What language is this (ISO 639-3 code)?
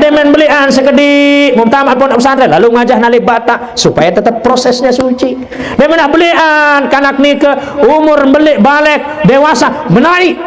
sas